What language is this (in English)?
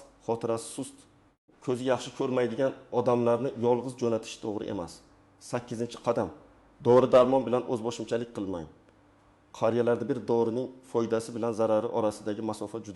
Uzbek